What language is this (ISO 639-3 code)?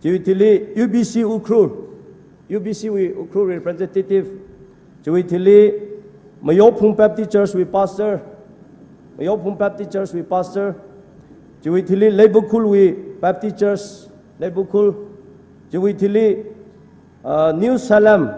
nmf